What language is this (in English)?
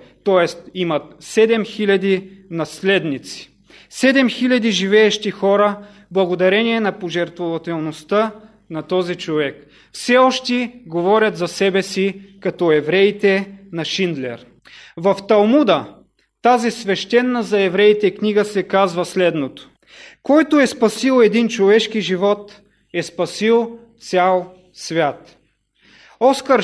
Bulgarian